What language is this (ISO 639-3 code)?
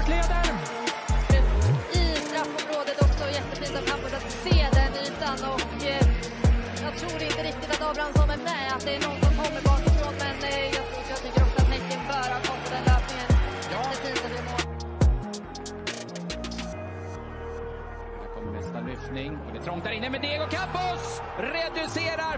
swe